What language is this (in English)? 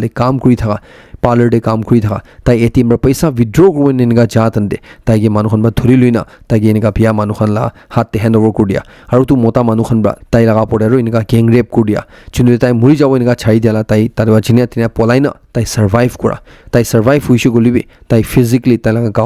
Naga Pidgin